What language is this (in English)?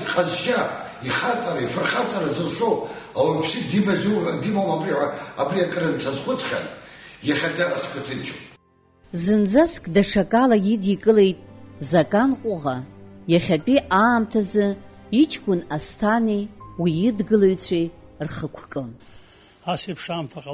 Abkhazian